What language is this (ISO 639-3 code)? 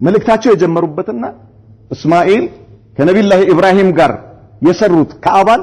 amh